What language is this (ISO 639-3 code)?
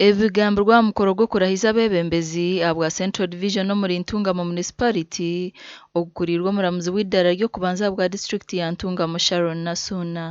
nyn